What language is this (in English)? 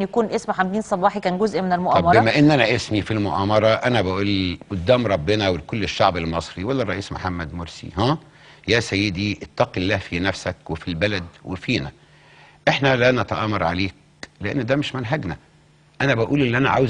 Egyptian Arabic